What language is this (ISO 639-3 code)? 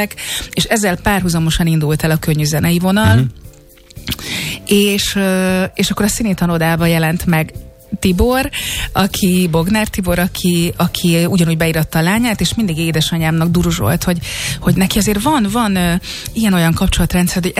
hun